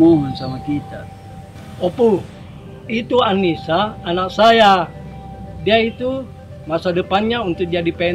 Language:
Makassar Malay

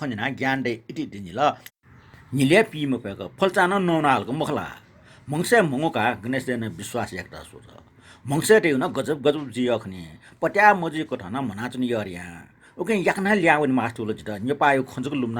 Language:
Newari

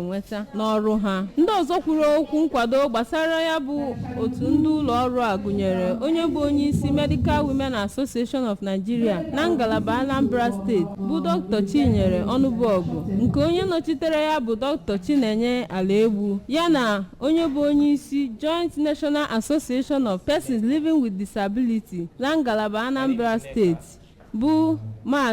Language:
Igbo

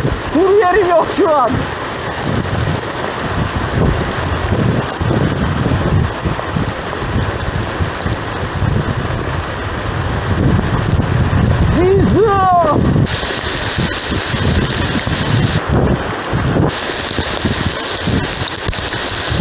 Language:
Turkish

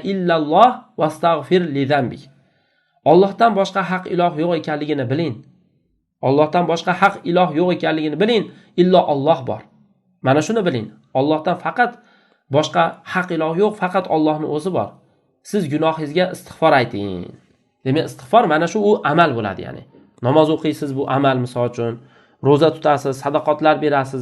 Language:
Uzbek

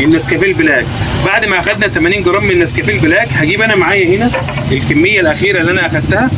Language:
Egyptian Arabic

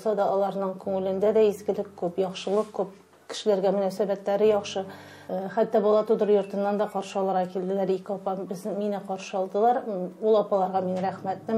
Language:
Tatar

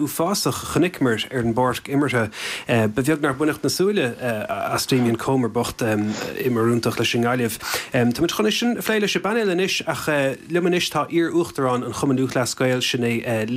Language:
Irish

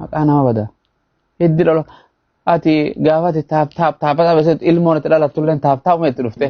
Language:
Oromo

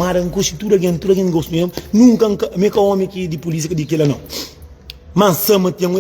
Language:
Kabuverdianu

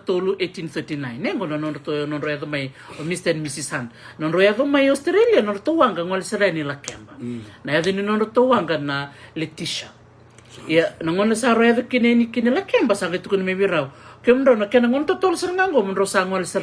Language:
Fijian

